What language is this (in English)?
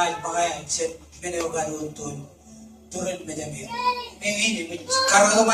Marshallese